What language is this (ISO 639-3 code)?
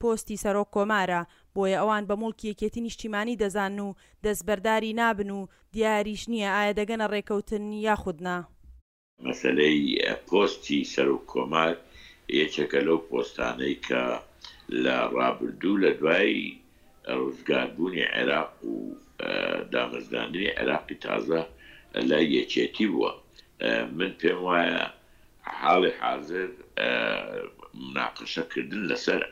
ckb